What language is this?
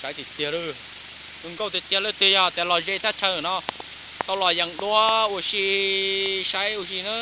Hmong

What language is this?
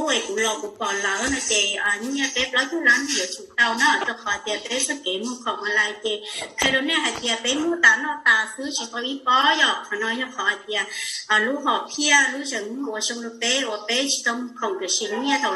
Hmong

